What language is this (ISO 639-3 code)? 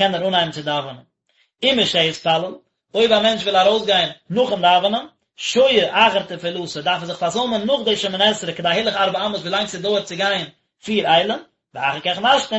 yid